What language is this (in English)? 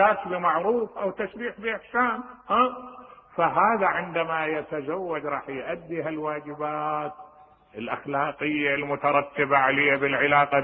Mesopotamian Arabic